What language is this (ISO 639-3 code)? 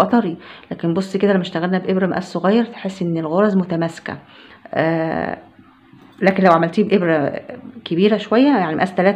arz